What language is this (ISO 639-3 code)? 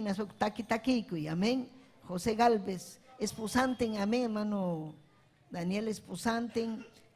quy